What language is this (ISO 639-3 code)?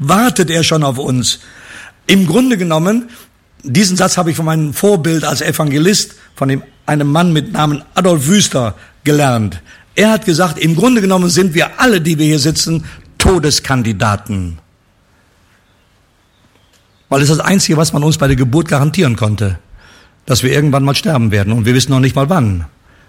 deu